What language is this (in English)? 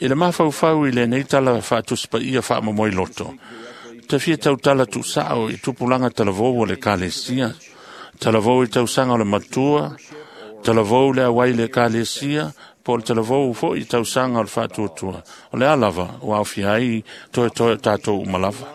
Samoan